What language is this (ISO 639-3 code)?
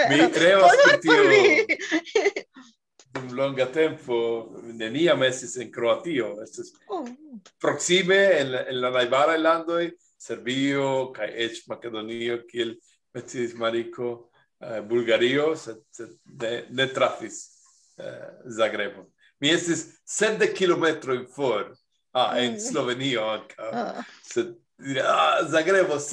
epo